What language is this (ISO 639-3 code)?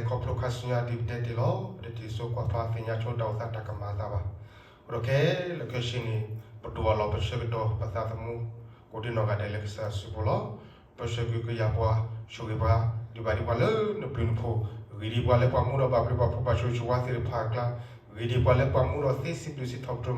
ksw